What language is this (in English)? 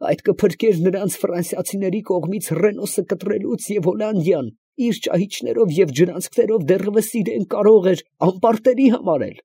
Armenian